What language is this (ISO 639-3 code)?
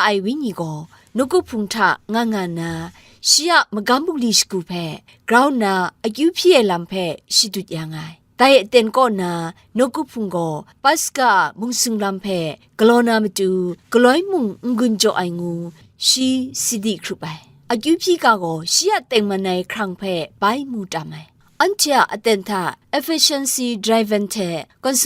kac